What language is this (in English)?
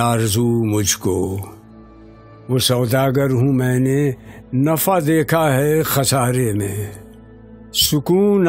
Urdu